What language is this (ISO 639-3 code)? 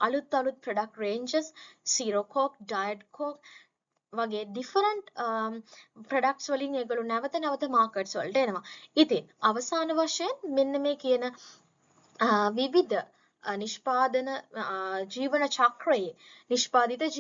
sin